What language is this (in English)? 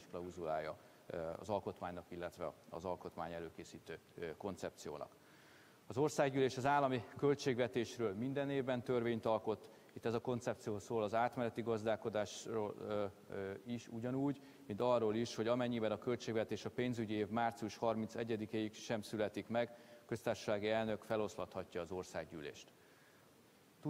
Hungarian